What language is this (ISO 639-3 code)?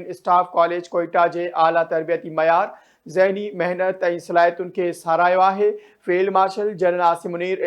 snd